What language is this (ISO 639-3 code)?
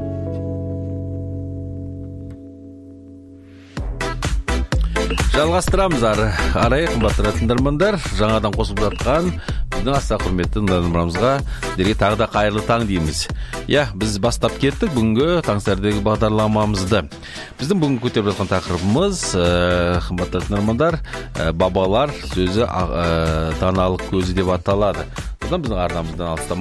kaz